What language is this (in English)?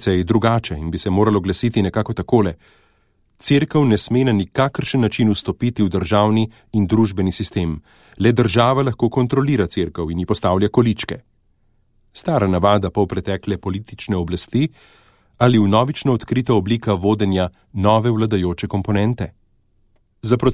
Slovenian